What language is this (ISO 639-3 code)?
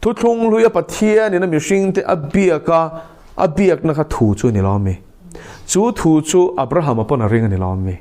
lus